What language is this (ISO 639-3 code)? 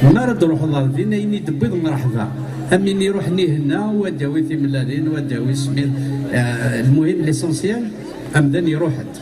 kab